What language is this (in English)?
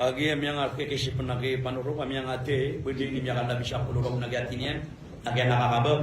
Maranao